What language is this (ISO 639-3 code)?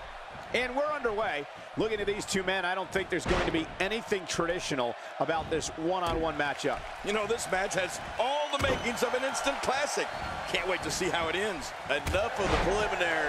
eng